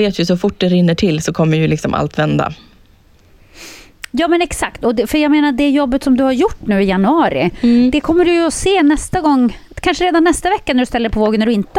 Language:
Swedish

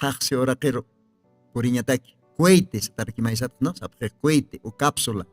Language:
Aymara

